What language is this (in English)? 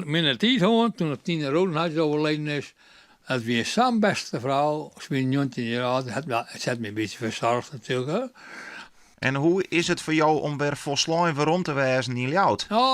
Western Frisian